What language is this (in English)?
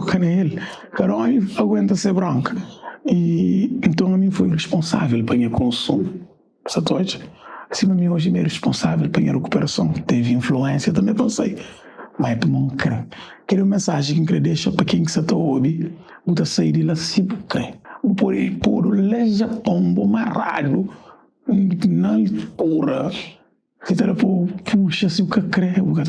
Kabuverdianu